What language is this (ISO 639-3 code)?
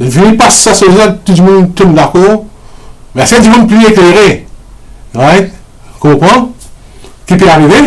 mfe